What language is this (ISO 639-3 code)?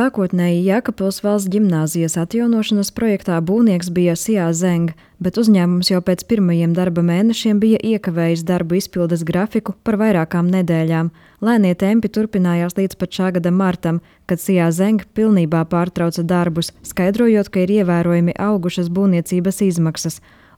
lav